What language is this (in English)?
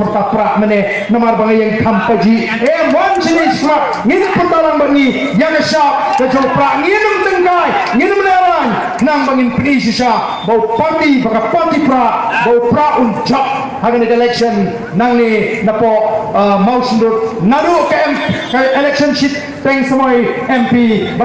Khasi